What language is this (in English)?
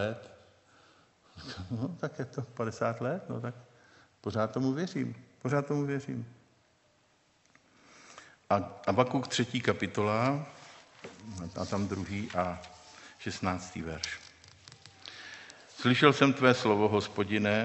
Czech